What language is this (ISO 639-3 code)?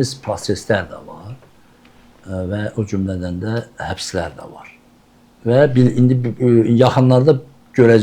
aze